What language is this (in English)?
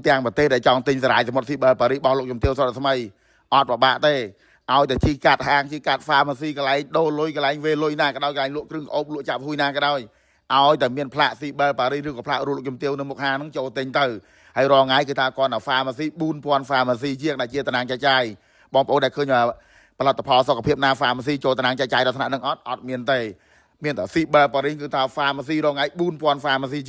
Khmer